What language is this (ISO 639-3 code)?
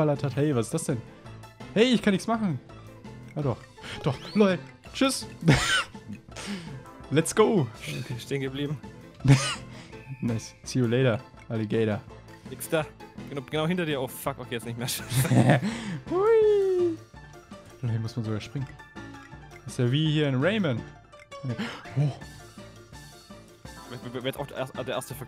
deu